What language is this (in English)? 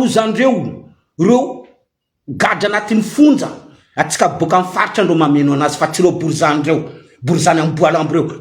Malagasy